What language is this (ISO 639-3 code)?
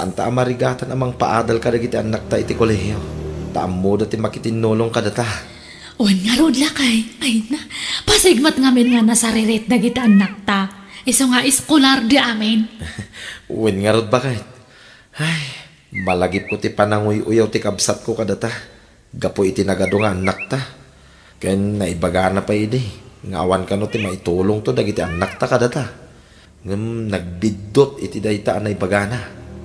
ilo